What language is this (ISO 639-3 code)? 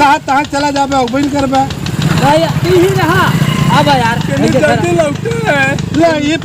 awa